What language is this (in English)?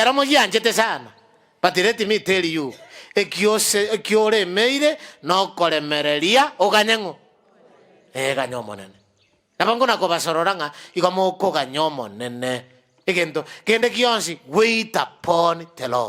Gusii